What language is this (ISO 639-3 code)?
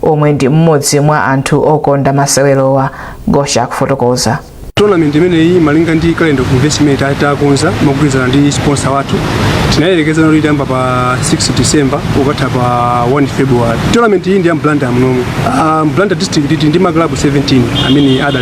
nya